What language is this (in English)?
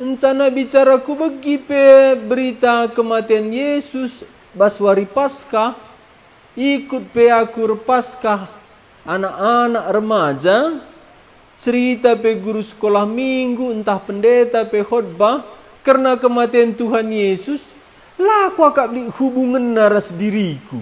Batak Karo